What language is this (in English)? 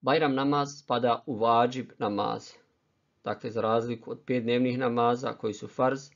Bosnian